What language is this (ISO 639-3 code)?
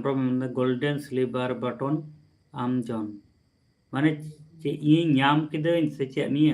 sat